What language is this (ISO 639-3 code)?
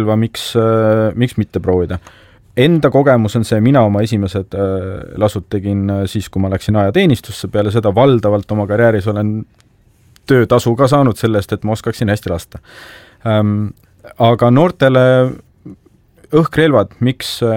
est